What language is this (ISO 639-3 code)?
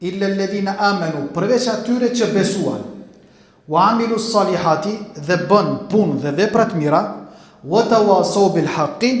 sqi